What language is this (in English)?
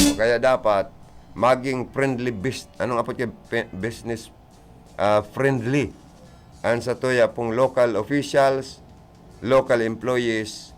Bikol